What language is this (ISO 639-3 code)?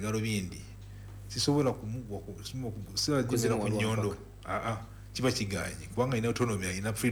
lug